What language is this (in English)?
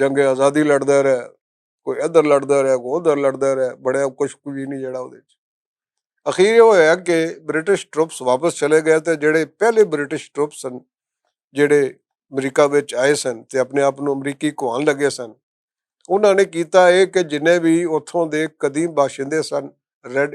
Western Panjabi